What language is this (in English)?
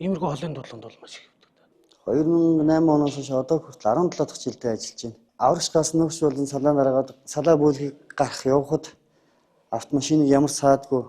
Mongolian